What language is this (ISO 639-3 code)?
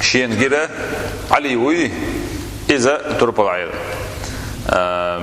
che